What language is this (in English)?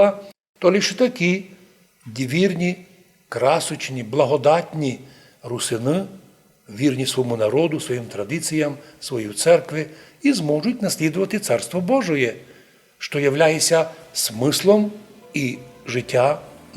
Rusyn